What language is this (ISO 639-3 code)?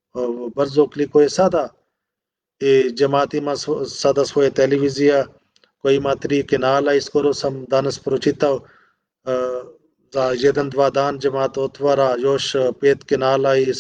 bos